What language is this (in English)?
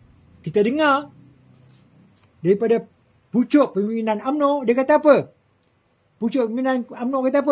Malay